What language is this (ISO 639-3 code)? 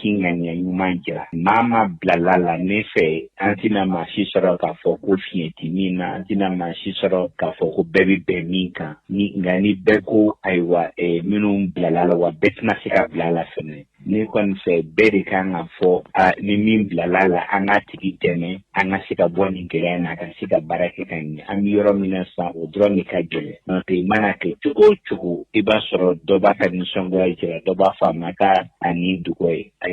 bam